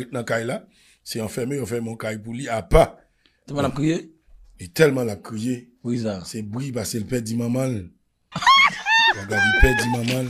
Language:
Haitian Creole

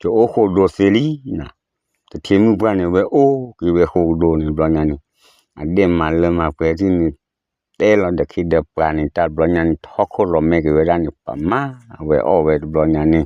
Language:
S'gaw Karen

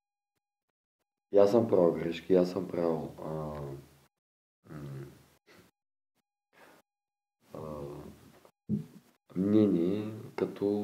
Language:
Bulgarian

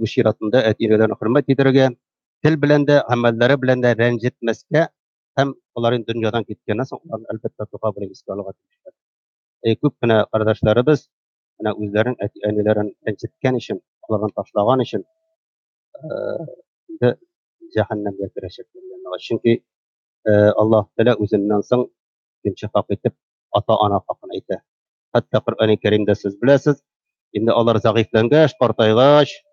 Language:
Tatar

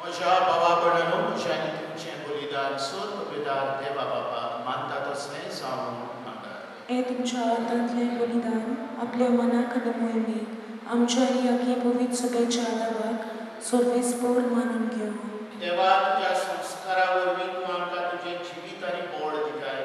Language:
Konkani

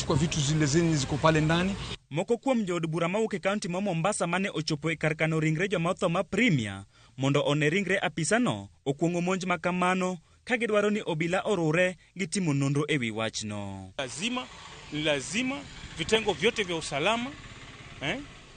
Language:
Luo (Kenya and Tanzania)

